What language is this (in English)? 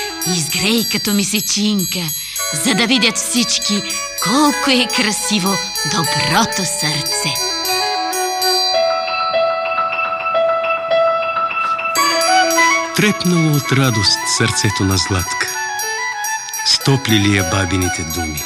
Bulgarian